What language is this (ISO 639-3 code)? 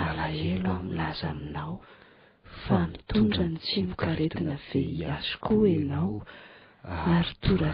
mlg